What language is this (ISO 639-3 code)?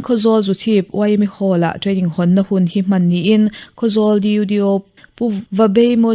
lus